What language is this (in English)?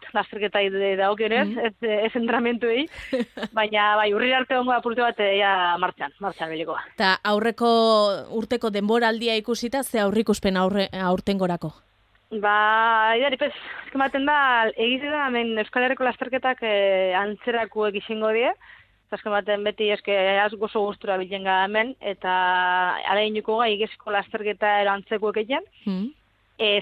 Basque